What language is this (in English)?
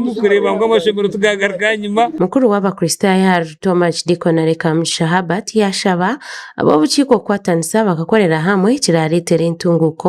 Nyankole